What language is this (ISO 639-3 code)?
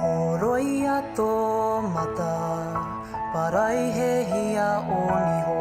mri